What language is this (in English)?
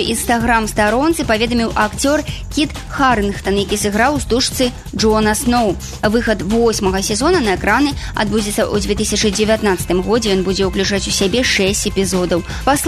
Belarusian